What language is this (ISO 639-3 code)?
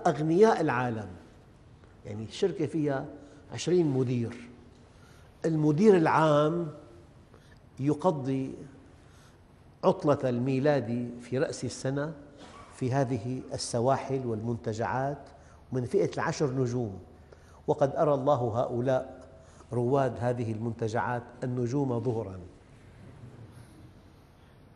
ara